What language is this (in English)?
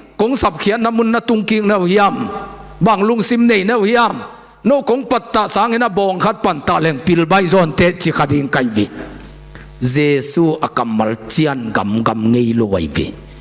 Tedim Chin